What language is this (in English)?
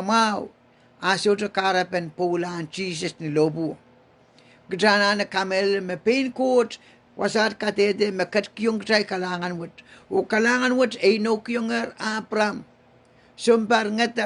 Pohnpeian